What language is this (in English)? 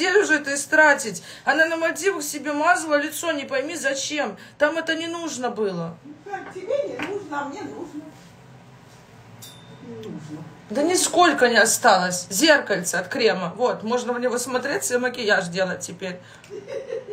Russian